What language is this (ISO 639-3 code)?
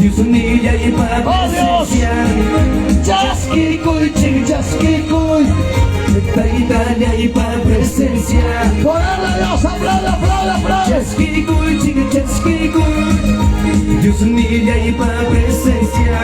quy